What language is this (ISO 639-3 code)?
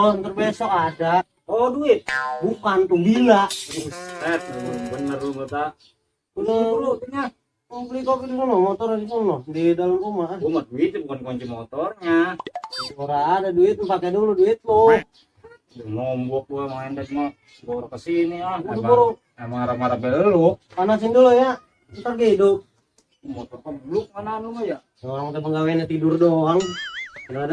bew